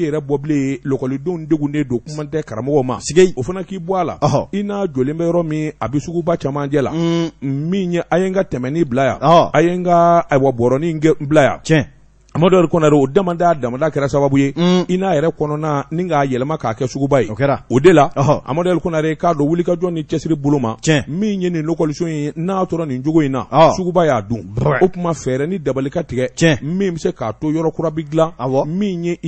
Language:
Bambara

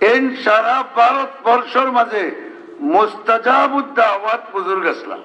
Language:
Sylheti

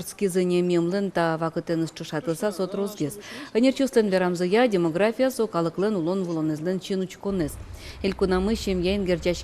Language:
Udmurt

